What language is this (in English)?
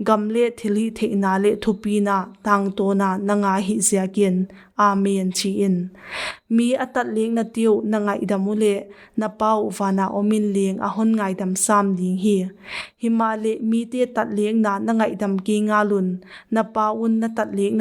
Paite Chin